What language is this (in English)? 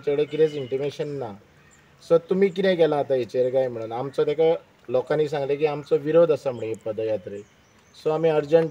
Konkani